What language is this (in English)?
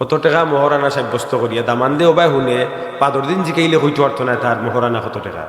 Sylheti